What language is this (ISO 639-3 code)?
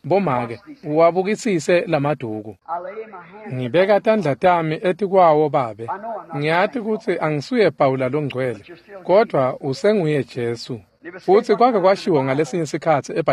ssw